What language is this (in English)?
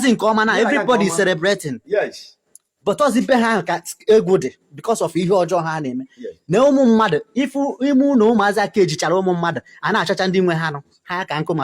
Igbo